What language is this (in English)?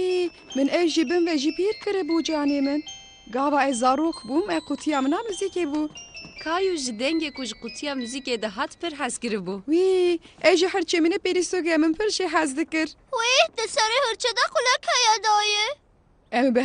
Kurdish